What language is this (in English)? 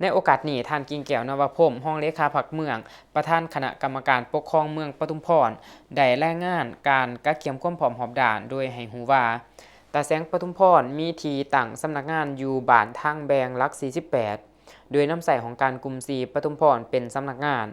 Lao